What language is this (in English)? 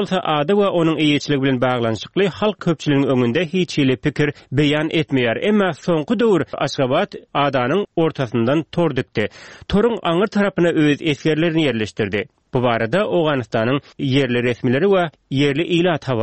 Turkmen